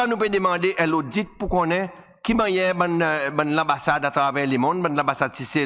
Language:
Seselwa Creole French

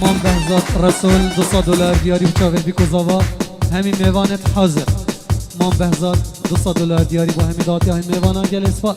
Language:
Kurdish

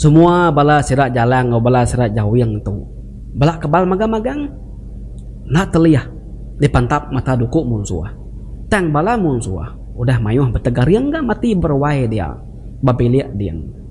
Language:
Iban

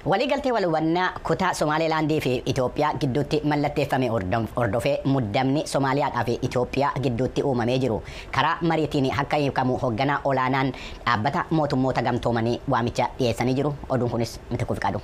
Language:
Oromo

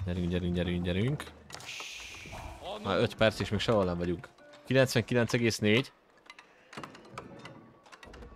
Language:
Hungarian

